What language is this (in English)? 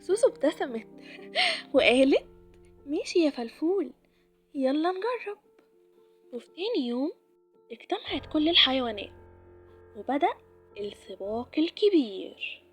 Egyptian Arabic